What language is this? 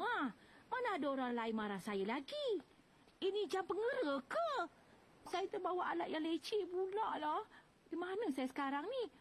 Malay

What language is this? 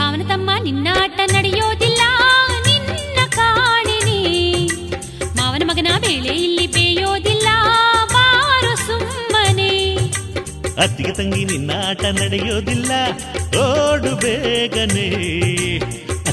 Kannada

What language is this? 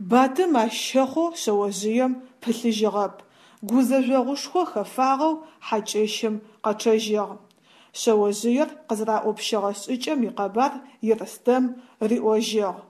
Adyghe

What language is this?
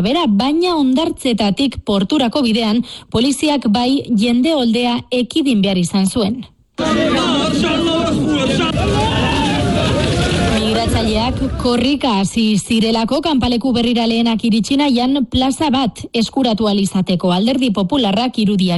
Basque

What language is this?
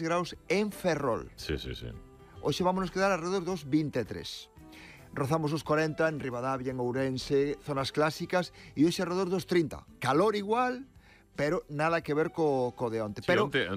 Galician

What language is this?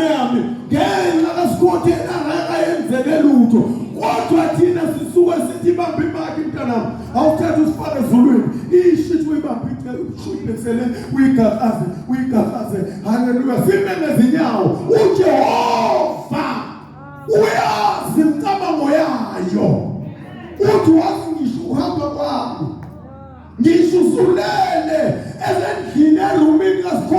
Zulu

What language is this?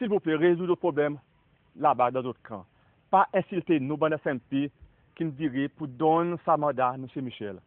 Seselwa Creole French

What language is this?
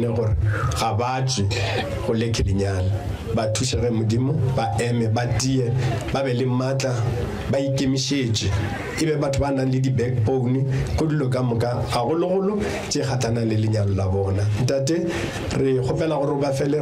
Northern Sotho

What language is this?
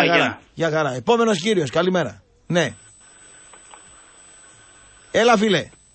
Greek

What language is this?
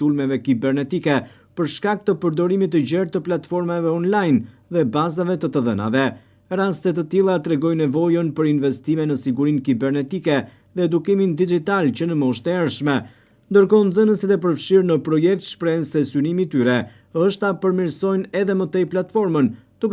Albanian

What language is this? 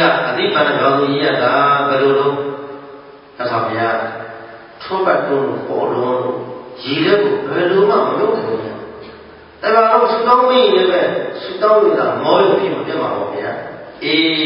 Burmese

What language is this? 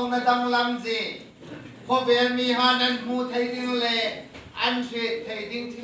Hmar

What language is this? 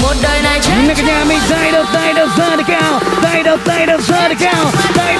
Vietnamese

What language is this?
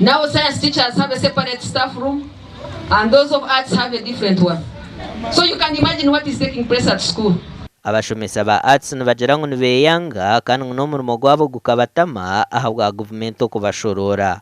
Nyankole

